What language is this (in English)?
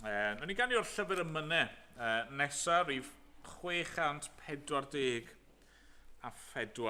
Welsh